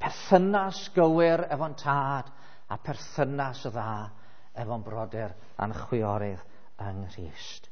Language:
Welsh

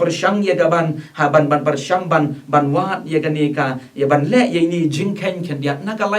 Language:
Khasi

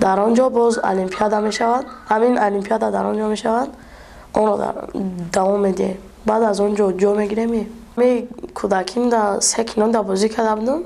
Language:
Tajik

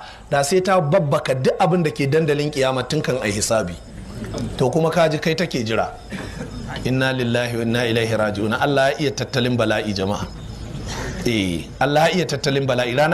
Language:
Hausa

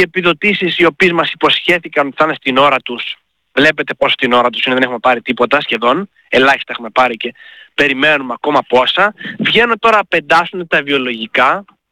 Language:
Greek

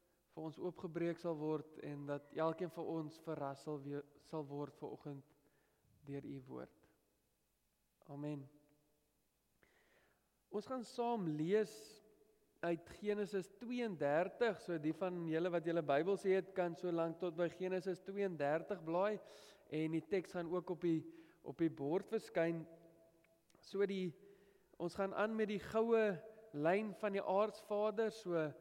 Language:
Afrikaans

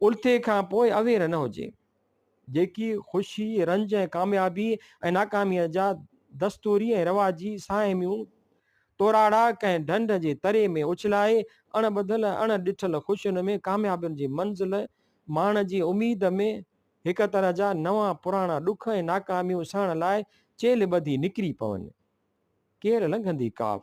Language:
Sindhi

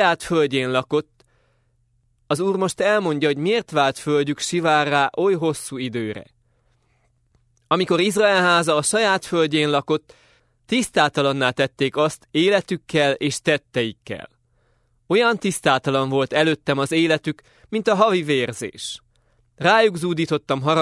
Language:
Hungarian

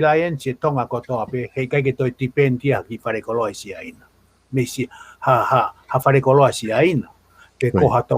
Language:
Tongan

